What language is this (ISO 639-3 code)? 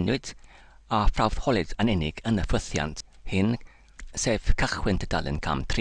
cym